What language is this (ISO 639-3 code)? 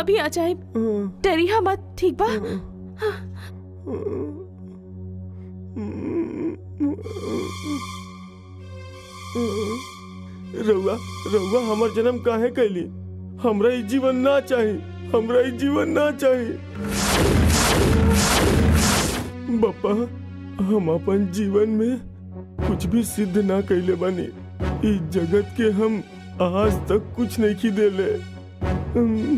bho